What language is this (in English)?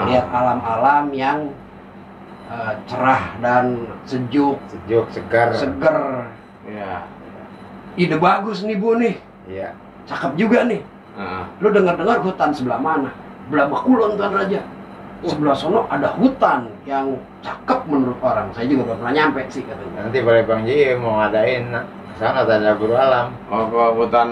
Betawi